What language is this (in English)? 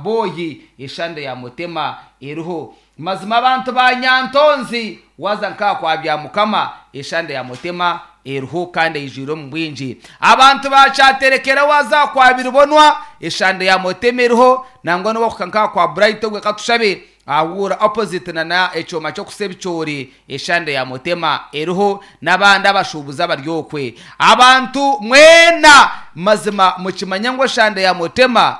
Nyankole